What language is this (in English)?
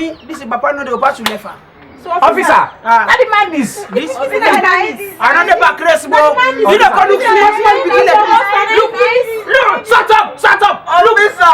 Krio